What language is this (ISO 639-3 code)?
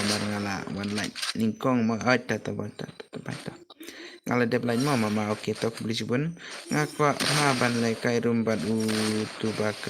kha